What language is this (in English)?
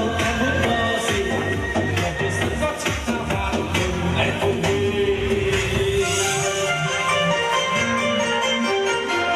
Vietnamese